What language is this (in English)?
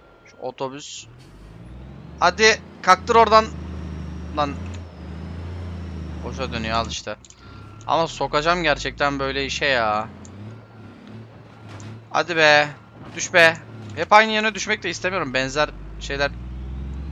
Turkish